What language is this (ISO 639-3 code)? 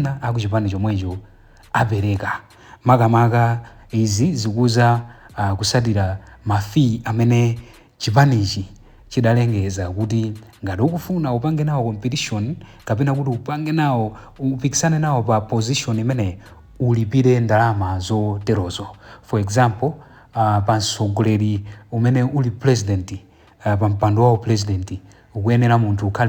nya